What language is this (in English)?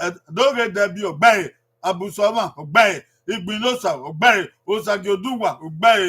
Bini